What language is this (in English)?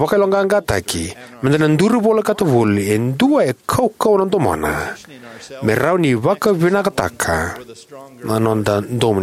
Fijian